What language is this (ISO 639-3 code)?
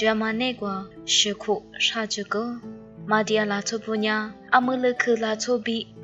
lis